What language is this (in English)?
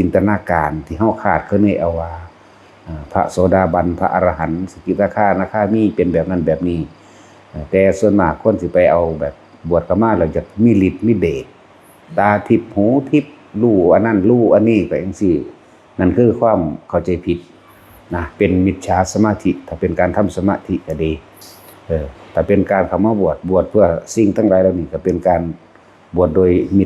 Northeastern Thai